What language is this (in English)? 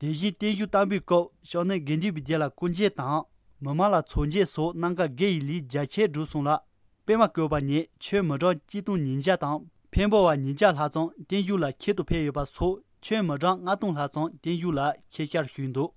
Tibetan